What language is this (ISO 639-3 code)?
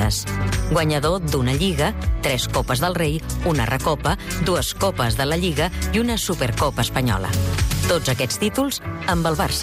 cat